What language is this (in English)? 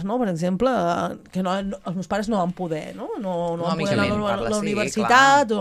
Catalan